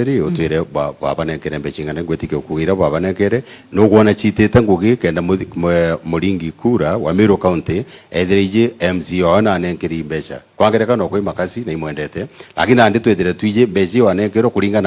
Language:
Meru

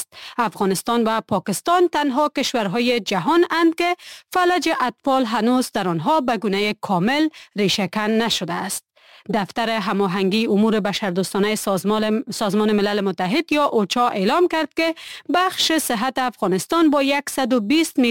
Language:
Persian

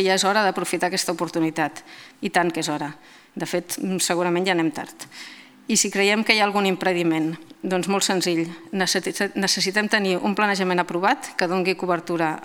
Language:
Catalan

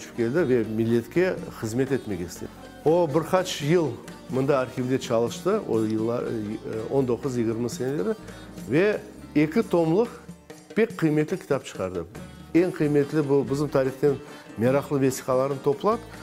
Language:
Crimean Tatar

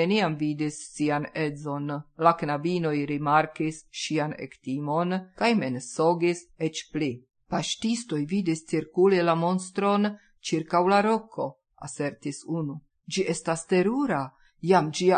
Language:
Esperanto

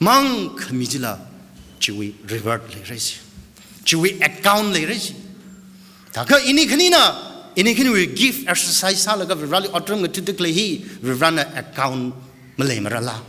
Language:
Tangkhul Naga (India)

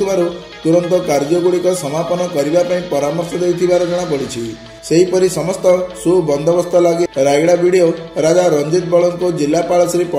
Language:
Odia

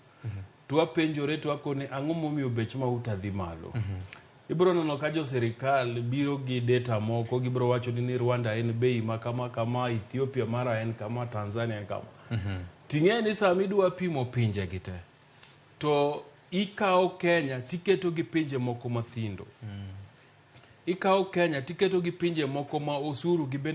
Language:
Luo (Kenya and Tanzania)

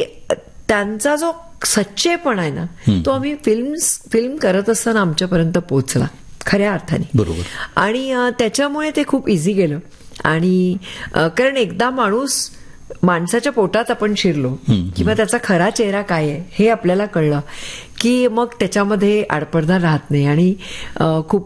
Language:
Marathi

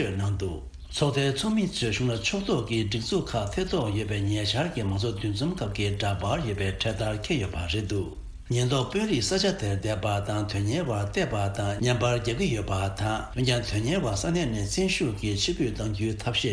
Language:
Tibetan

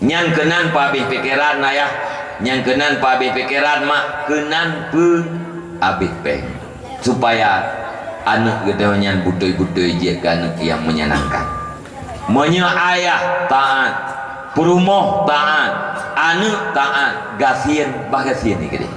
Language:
Achinese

